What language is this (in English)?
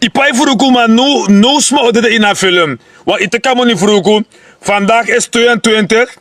Sranan Tongo